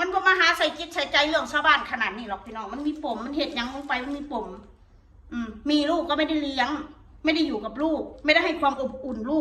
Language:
Northeastern Thai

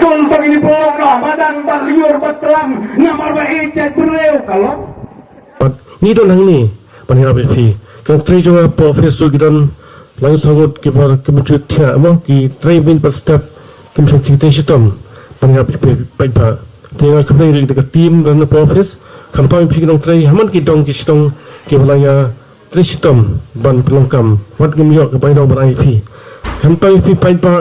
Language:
Khasi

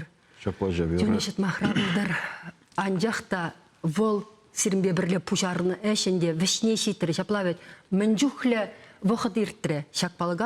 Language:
Chuvash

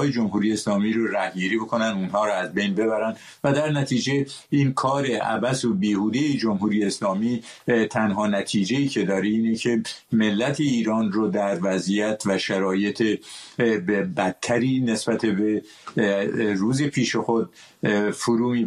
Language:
Persian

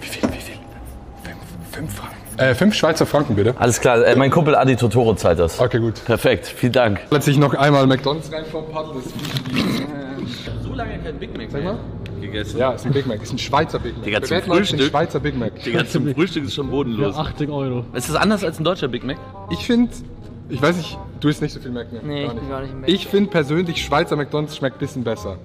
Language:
Swiss German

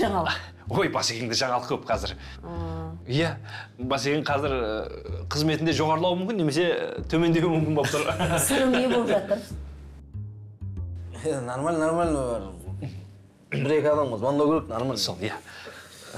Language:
Kazakh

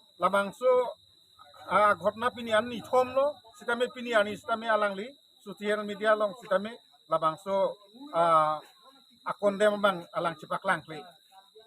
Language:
Karbi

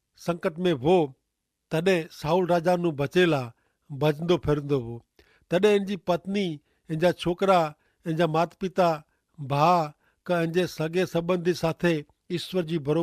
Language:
Kachhi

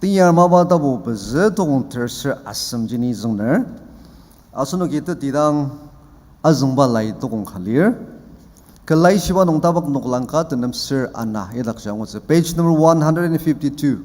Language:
Ao Naga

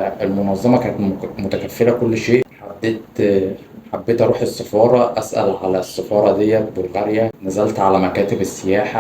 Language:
Egyptian Arabic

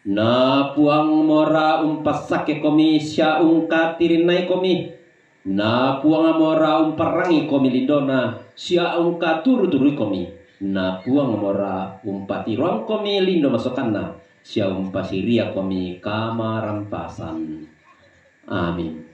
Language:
Toraja-Sa'dan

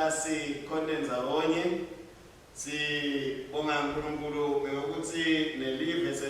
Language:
Swati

